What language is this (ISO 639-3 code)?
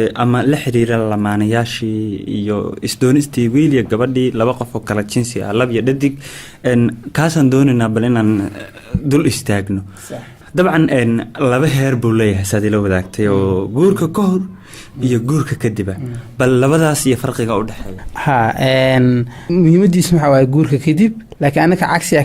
som